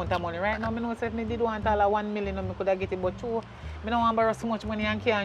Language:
Jamaican Creole English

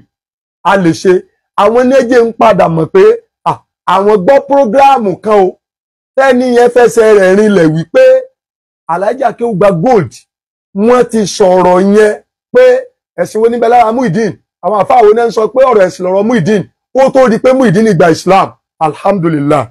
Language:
Yoruba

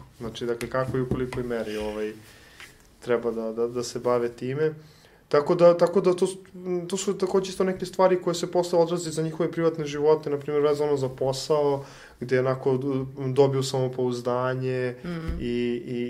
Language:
Serbian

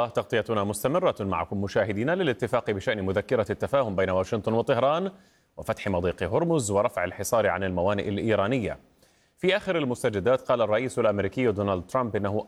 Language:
Arabic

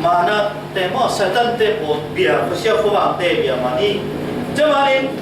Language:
Falam Chin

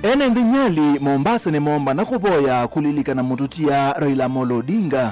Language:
Kamba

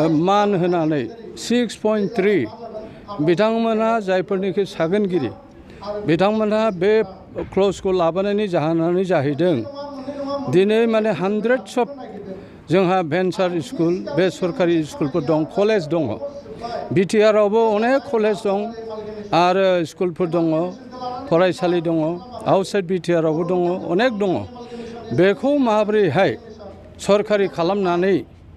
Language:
Bodo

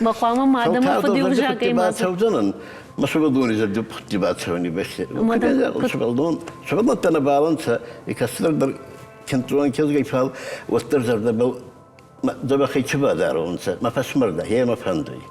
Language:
Ossetic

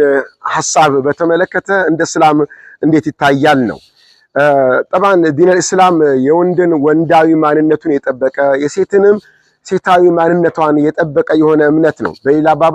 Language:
Amharic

